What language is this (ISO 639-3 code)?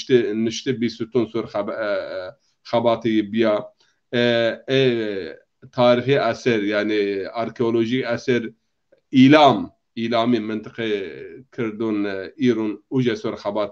zza